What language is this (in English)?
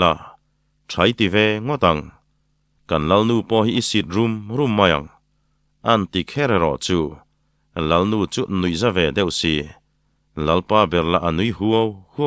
Mizo